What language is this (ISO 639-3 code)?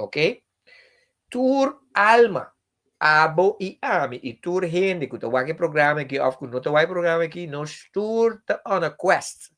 pap